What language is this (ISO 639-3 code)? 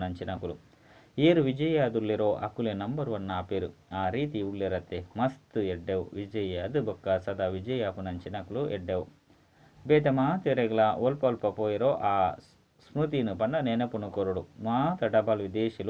tcy